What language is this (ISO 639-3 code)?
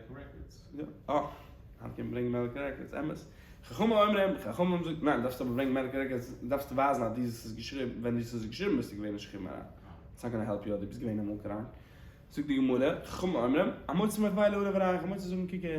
yid